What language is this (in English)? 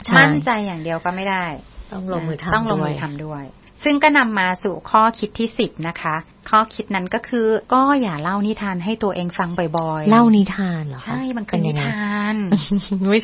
Thai